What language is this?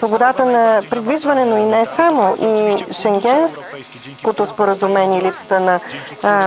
Bulgarian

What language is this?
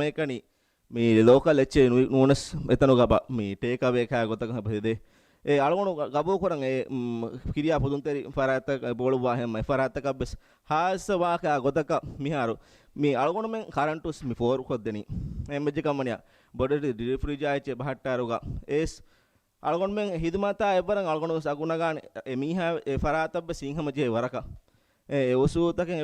Divehi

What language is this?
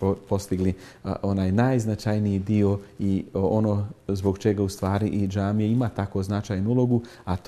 Bosnian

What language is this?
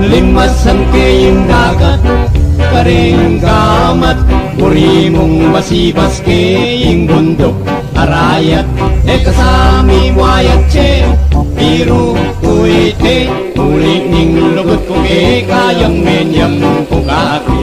Pampanga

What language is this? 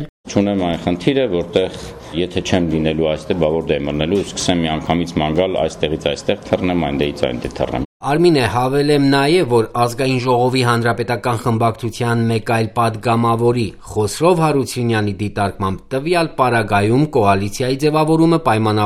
Armenian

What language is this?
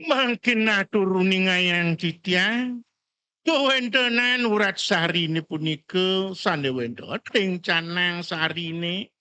Balinese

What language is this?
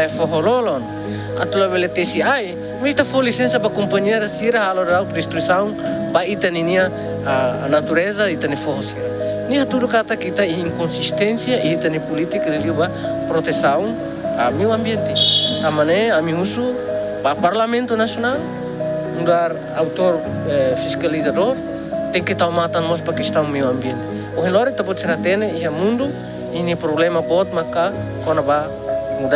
Tetum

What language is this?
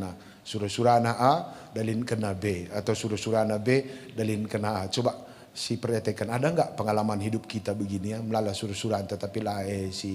Batak Karo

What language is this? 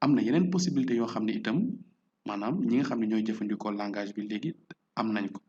Wolof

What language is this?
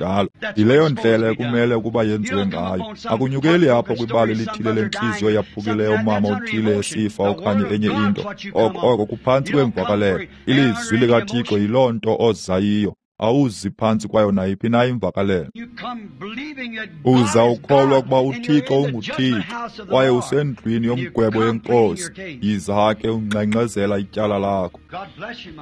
Xhosa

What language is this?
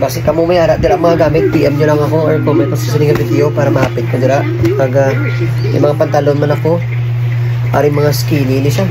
Hiligaynon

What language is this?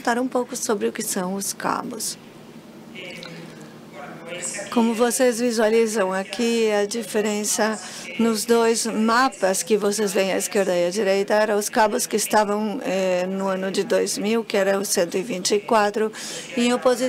Portuguese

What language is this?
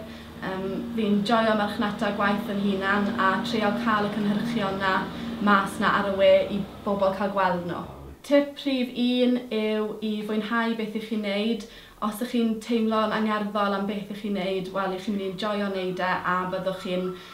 Welsh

